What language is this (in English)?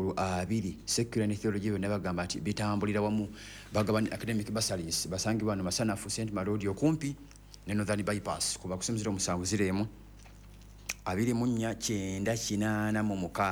Ganda